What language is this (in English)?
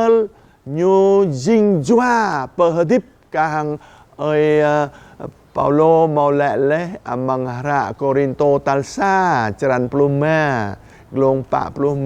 Jarai